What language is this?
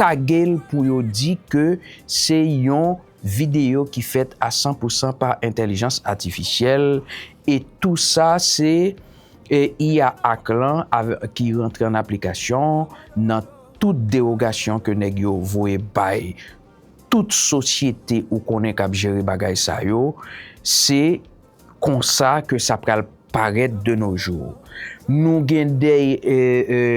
Haitian Creole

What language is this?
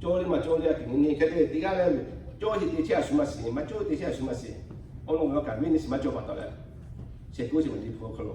Lahu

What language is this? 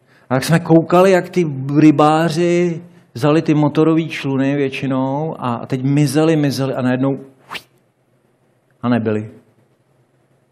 Czech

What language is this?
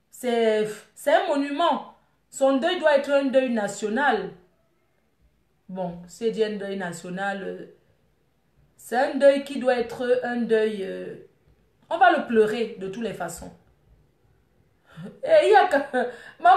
French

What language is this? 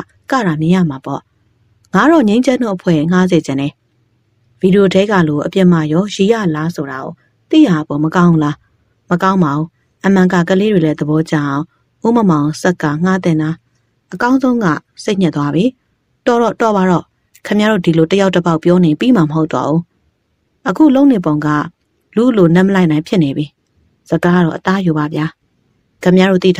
Burmese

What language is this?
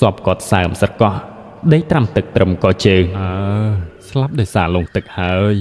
Khmer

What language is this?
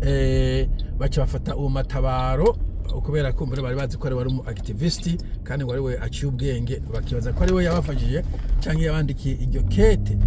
Rundi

